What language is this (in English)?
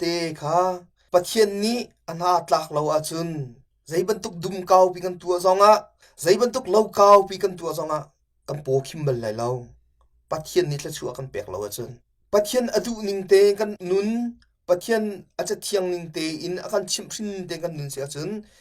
Hakha Chin